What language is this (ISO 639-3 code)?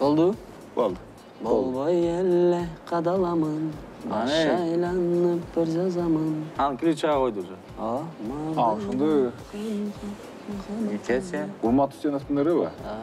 kir